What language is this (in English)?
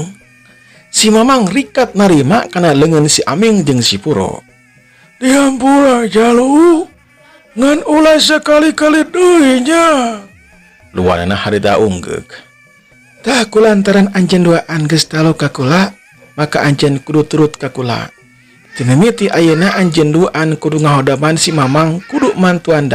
Sundanese